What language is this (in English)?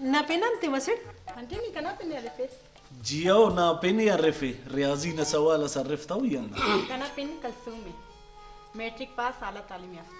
Brahui